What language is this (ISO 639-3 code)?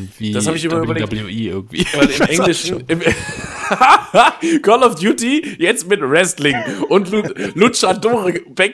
deu